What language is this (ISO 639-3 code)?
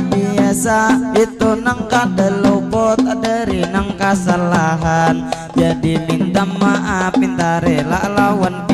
bjn